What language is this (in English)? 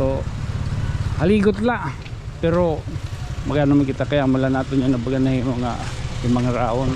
Waray